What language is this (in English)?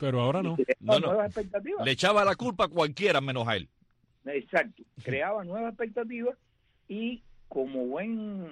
Spanish